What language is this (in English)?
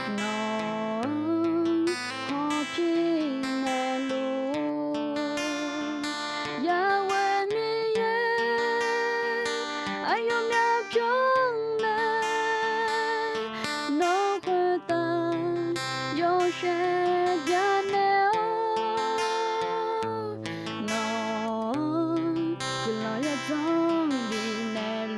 Akha